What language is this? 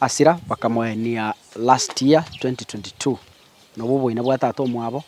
Gusii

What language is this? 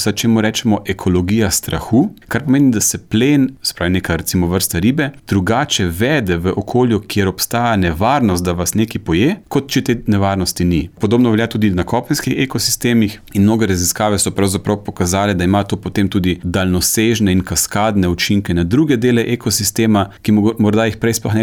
Slovenian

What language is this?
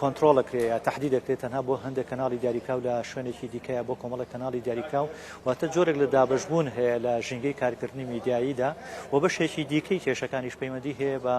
Central Kurdish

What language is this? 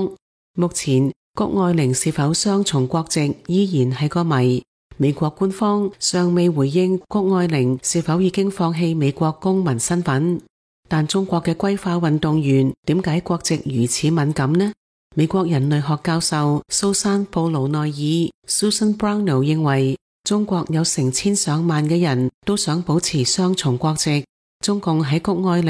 Cantonese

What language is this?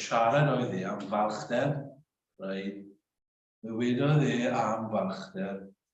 Welsh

